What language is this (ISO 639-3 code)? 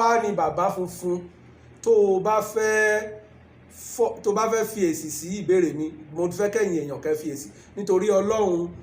yor